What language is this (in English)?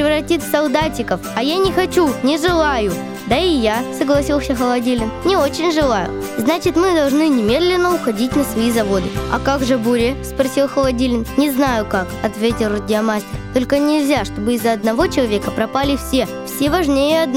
Russian